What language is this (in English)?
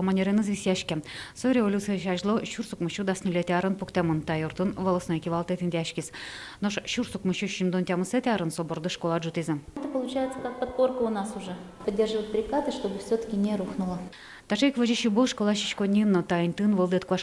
Udmurt